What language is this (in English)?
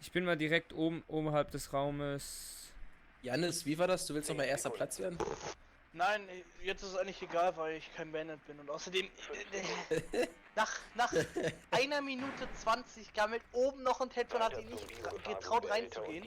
Swiss German